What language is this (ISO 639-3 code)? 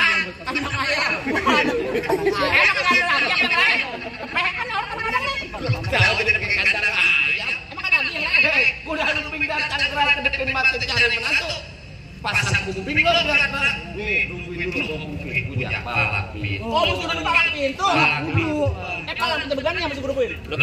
bew